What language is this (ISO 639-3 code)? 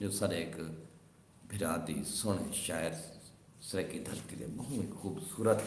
skr